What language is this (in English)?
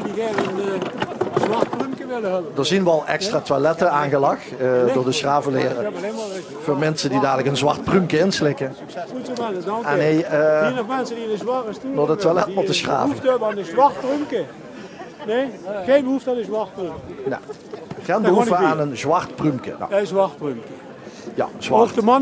Limburgish